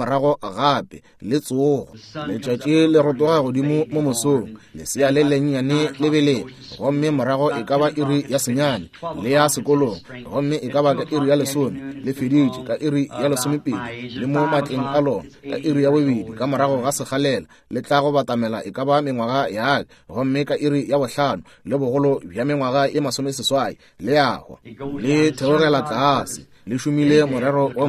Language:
Northern Sotho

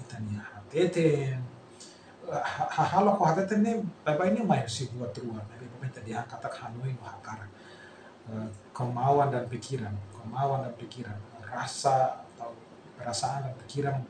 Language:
Tetum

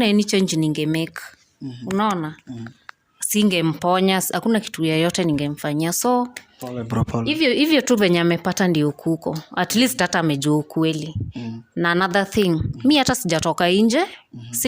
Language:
Swahili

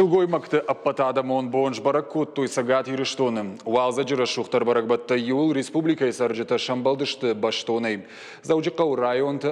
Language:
Ossetic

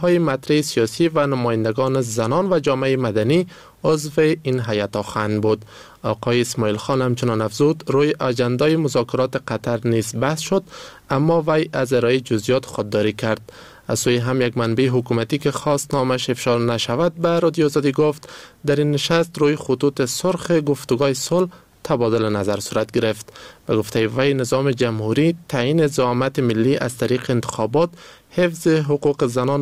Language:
Persian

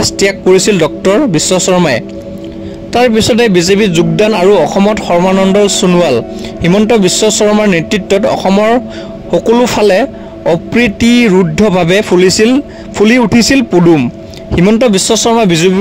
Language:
Assamese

